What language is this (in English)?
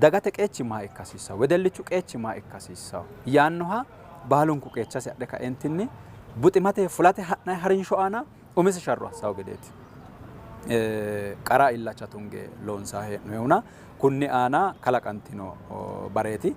Sidamo